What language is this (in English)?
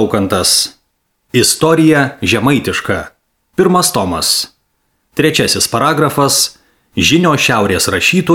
Lithuanian